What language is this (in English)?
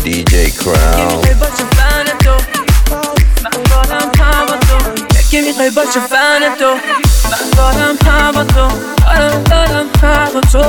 Persian